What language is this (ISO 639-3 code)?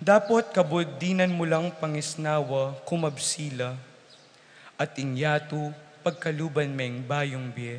pam